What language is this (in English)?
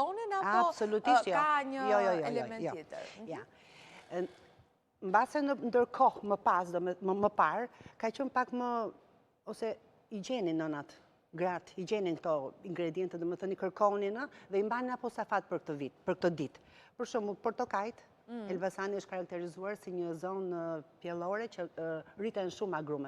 Albanian